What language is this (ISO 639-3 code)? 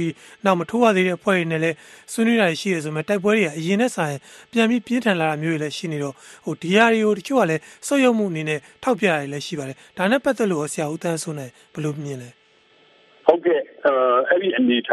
mya